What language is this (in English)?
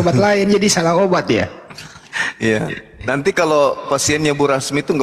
Indonesian